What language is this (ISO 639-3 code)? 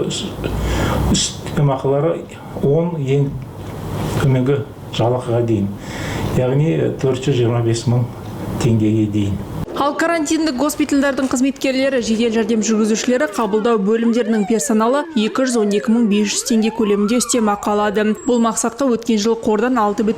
kaz